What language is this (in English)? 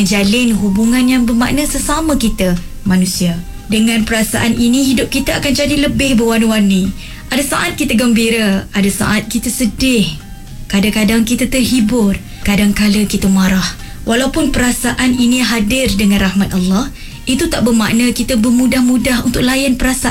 Iban